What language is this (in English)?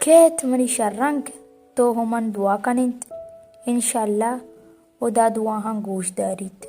Baluchi